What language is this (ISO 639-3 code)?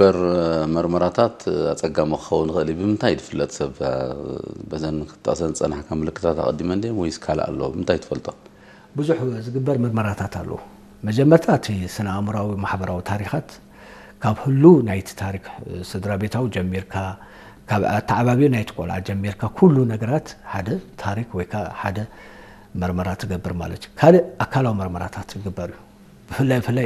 tir